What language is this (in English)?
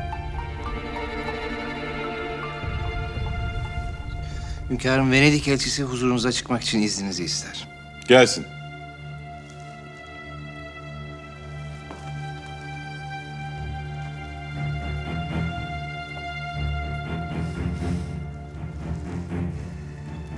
Turkish